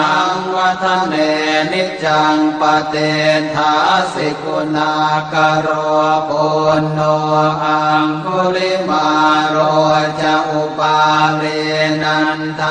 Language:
Pali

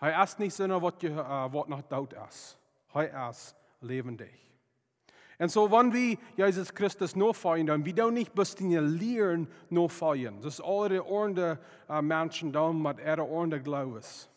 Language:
Plautdietsch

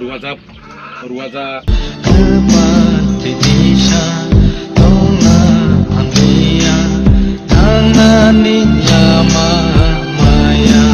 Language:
Kok Borok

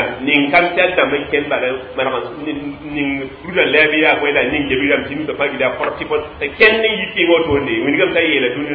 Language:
Mossi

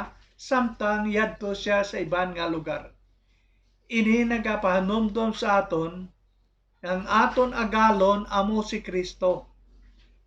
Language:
Hiligaynon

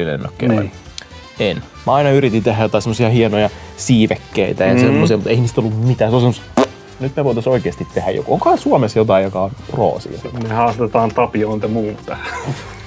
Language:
Finnish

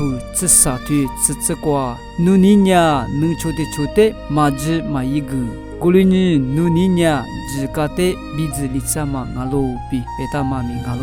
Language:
Lisu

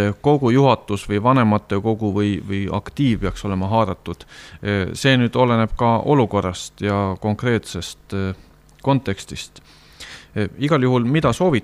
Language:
Estonian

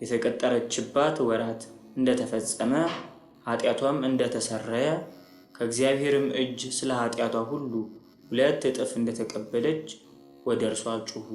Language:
Amharic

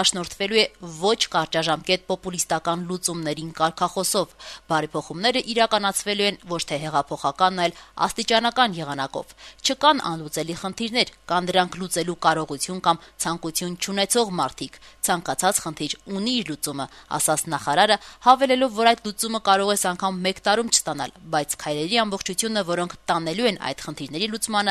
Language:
Armenian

